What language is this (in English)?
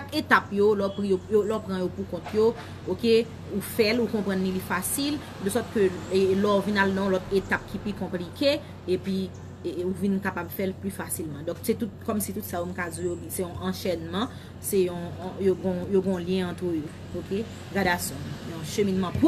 Haitian Creole